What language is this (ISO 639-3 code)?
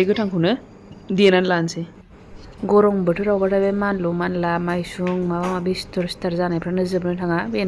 brx